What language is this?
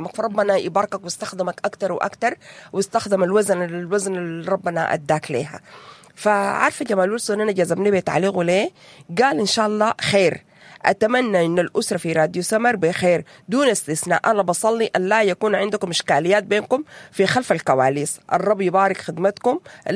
Sudanese Arabic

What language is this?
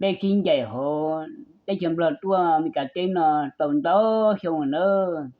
Hmong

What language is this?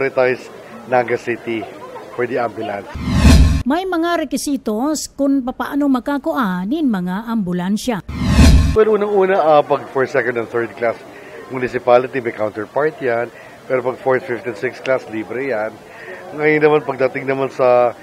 Bikol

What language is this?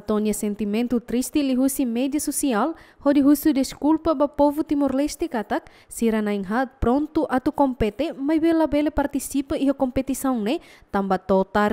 Tetum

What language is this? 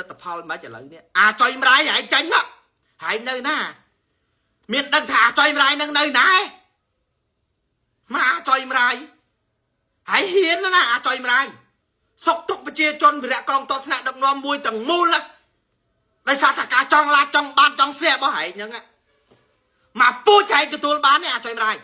Khmer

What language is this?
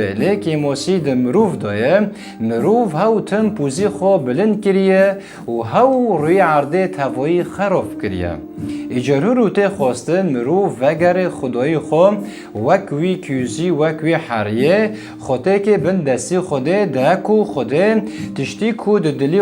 Kurdish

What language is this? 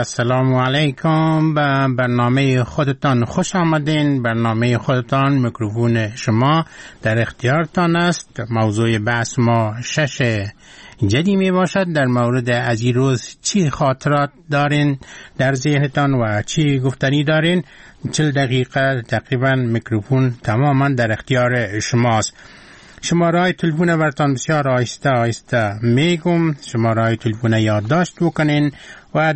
Persian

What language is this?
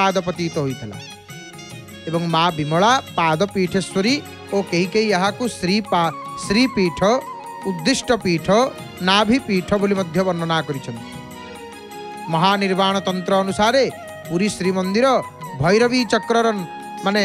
Odia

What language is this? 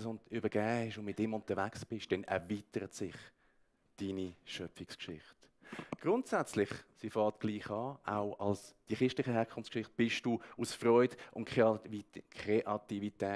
Swiss German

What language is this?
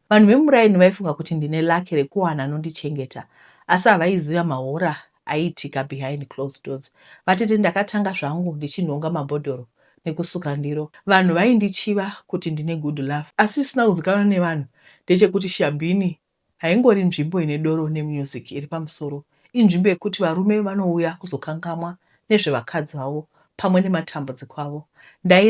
Shona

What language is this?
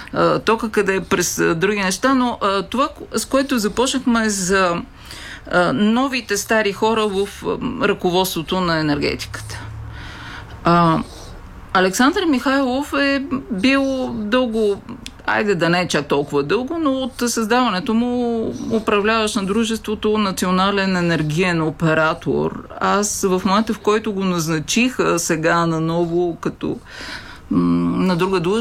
Bulgarian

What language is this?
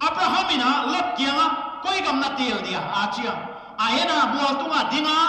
Paite Chin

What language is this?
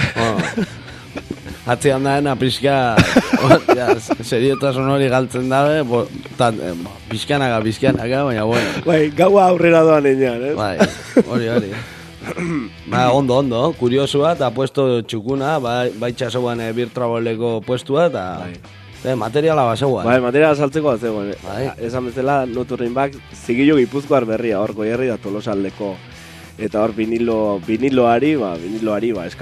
Basque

